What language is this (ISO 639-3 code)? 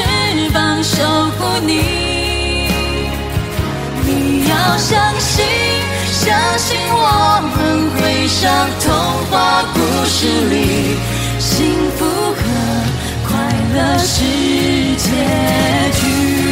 zho